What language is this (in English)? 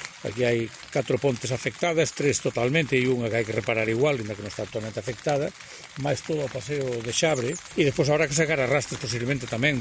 Galician